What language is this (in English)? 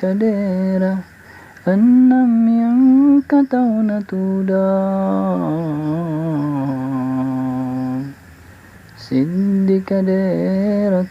Buginese